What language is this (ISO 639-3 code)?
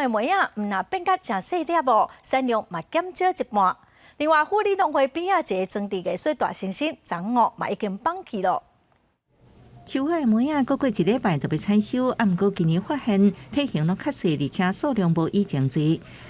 nan